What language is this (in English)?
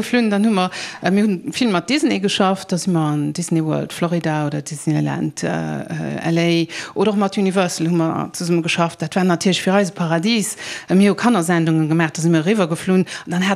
Luxembourgish